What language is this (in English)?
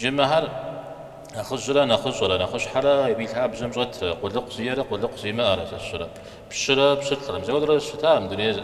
Kabardian